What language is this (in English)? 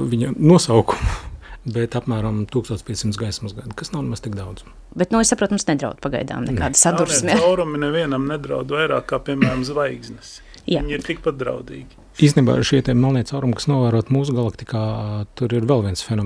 Latvian